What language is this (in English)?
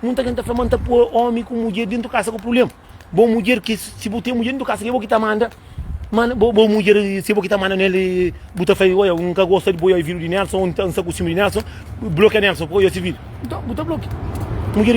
Kabuverdianu